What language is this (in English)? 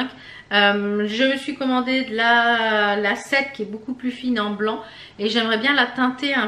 French